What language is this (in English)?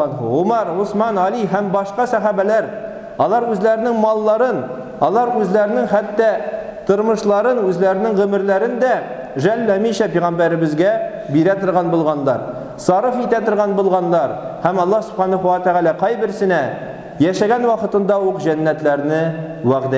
Tatar